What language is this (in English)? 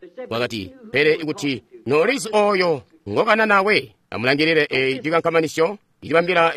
Tonga (Zambia)